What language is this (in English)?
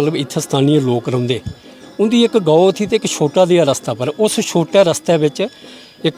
Dogri